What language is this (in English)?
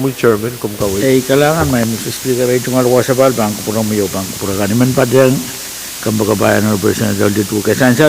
Pohnpeian